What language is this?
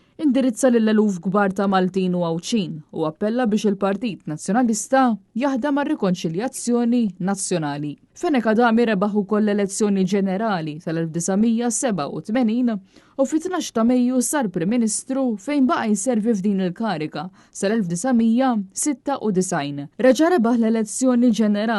Maltese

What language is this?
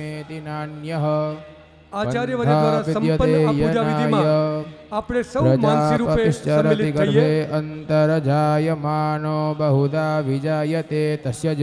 Gujarati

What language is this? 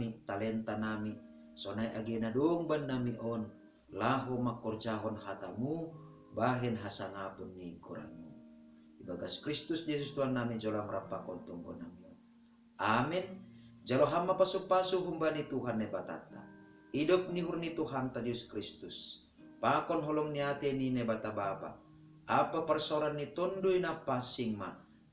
Batak Simalungun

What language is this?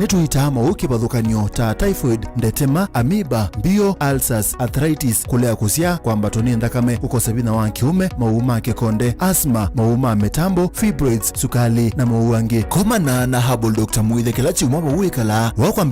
Kamba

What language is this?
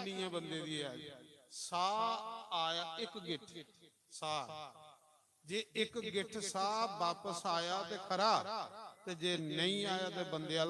Dogri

